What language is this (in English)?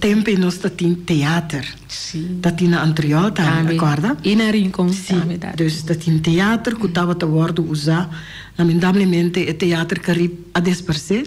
Papiamento